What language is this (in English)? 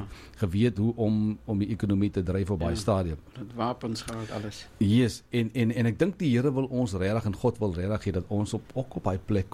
Afrikaans